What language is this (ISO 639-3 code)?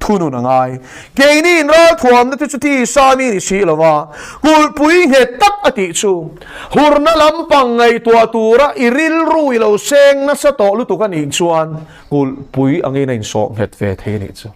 lus